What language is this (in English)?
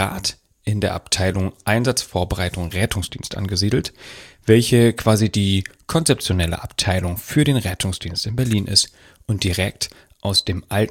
German